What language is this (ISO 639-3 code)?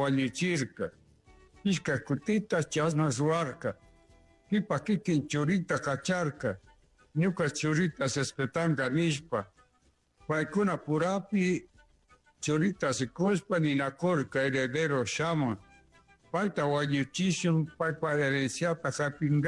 qug